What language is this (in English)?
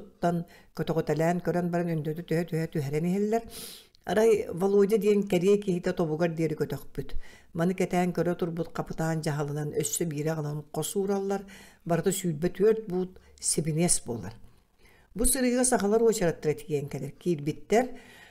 Yakut